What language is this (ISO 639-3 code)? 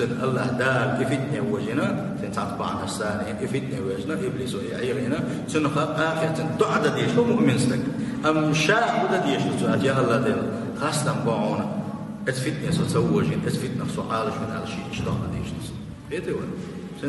che